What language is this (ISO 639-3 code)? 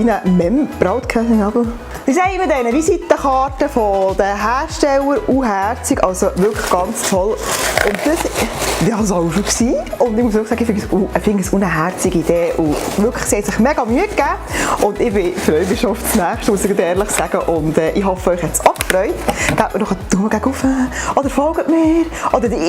gsw